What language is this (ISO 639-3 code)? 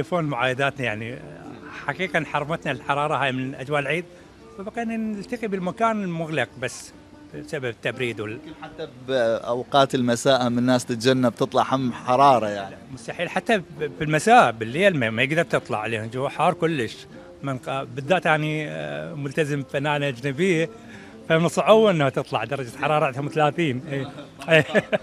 acm